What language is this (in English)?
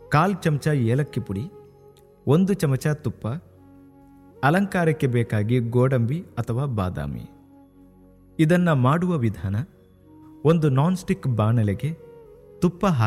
Kannada